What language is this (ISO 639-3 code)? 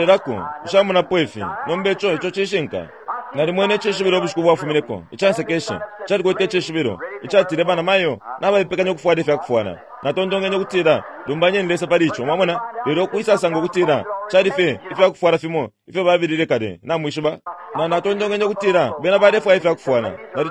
bem